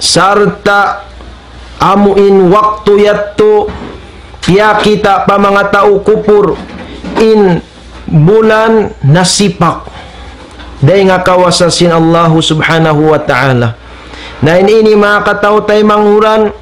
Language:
Tausug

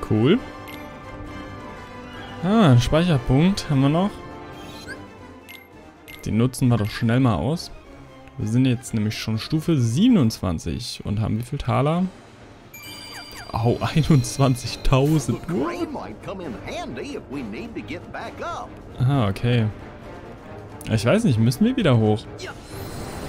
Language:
German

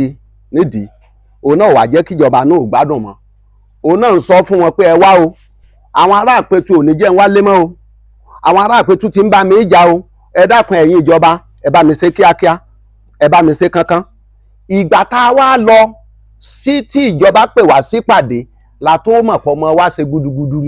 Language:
Yoruba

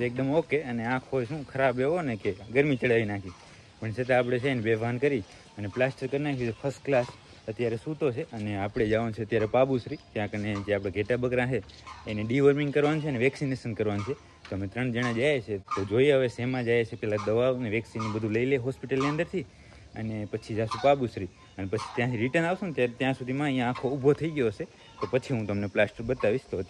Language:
Gujarati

